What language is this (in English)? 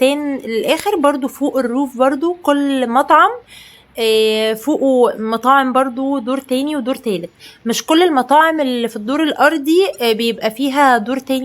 Egyptian Arabic